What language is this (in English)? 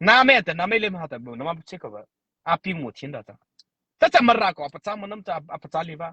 Mara Chin